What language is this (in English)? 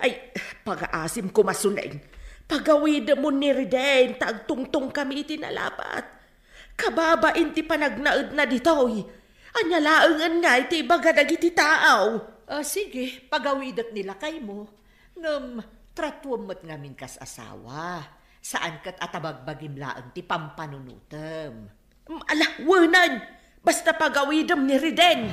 Iloko